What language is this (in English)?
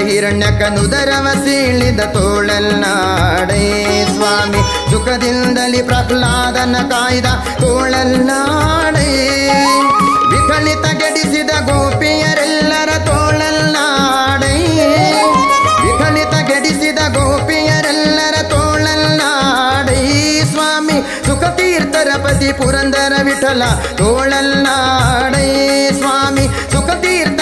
Kannada